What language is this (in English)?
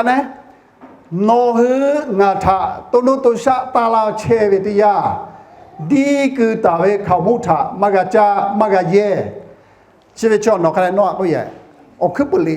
Lahu